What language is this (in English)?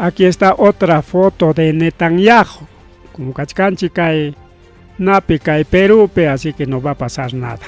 Ayacucho Quechua